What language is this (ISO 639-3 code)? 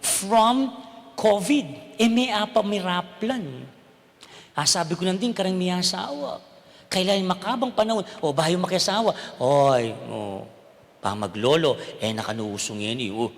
pam